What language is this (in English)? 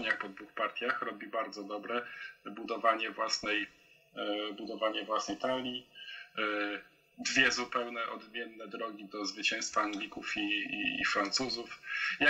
Polish